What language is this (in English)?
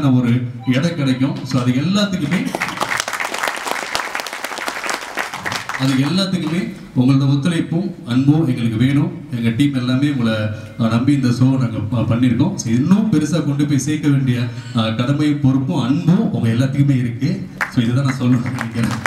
Tamil